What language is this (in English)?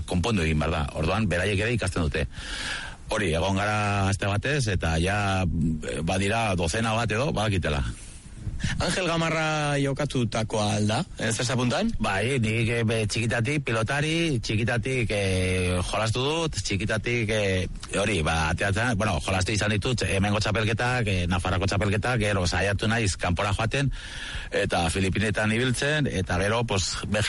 Basque